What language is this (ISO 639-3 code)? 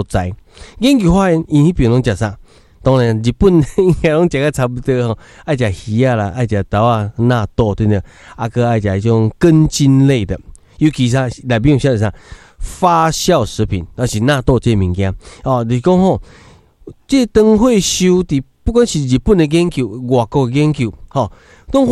nan